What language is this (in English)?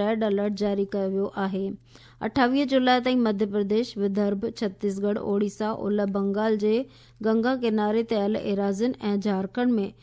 Sindhi